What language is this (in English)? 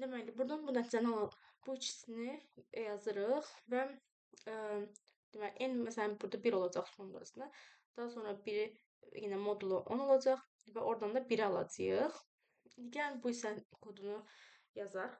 Azerbaijani